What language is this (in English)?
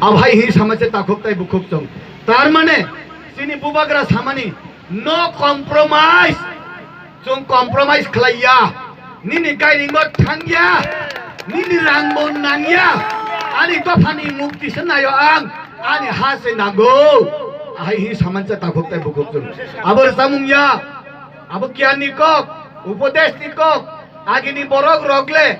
Kok Borok